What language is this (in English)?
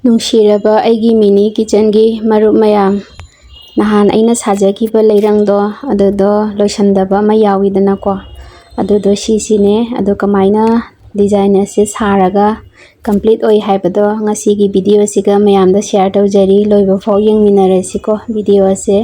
Manipuri